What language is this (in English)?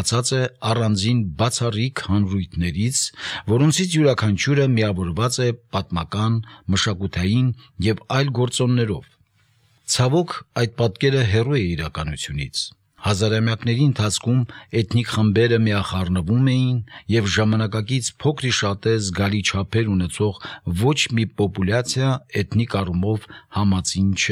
Armenian